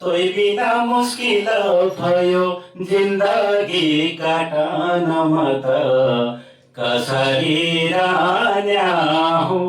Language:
Nepali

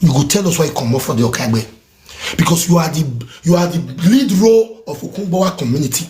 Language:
Nigerian Pidgin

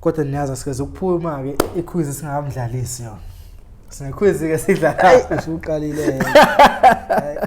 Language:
Zulu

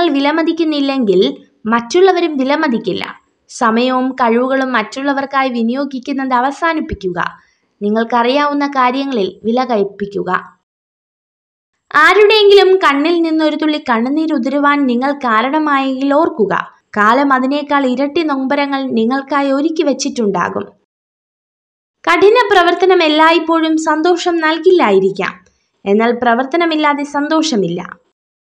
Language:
Malayalam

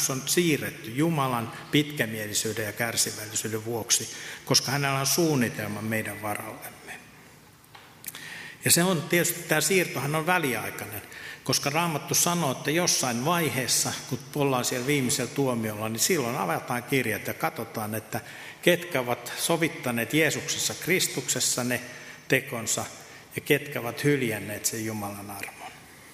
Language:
Finnish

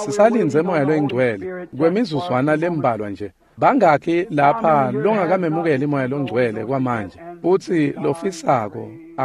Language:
Swati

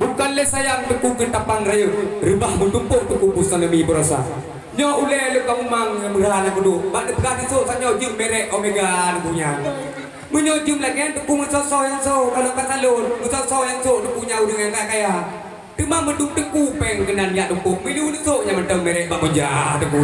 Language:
Achinese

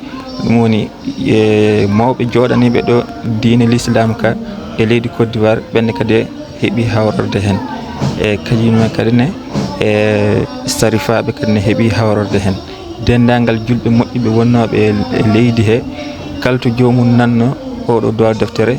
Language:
Fula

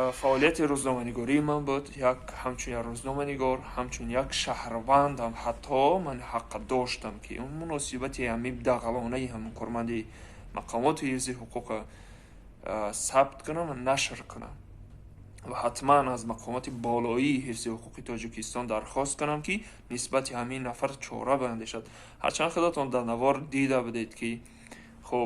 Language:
Tajik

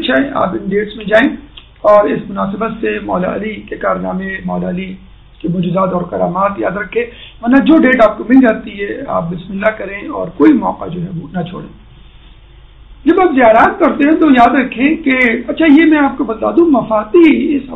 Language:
Urdu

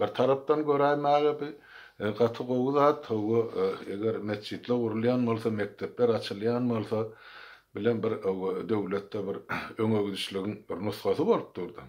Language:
Turkmen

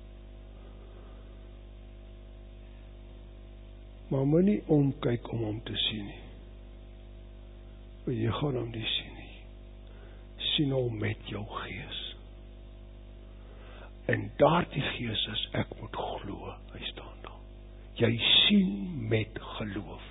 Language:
Afrikaans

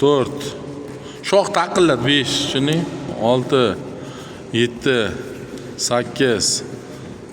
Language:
Uzbek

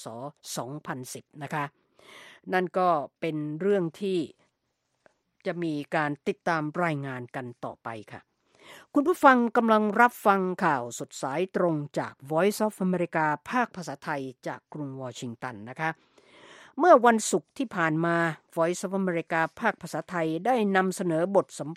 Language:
Thai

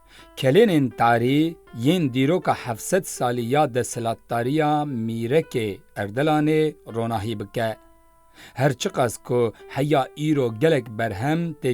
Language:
Kurdish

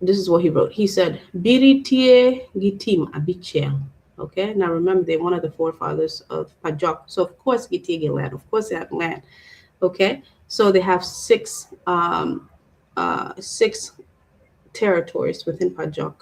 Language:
Acoli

